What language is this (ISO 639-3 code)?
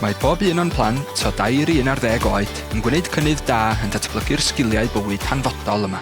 cym